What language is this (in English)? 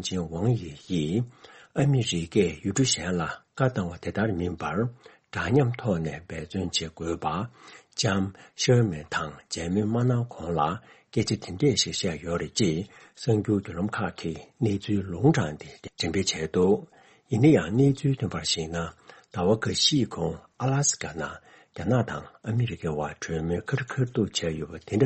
Tibetan